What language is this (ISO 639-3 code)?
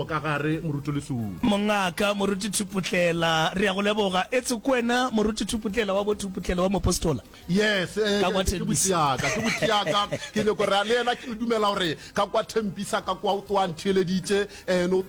nso